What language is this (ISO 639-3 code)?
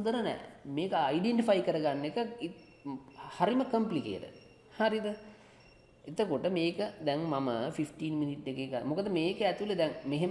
sin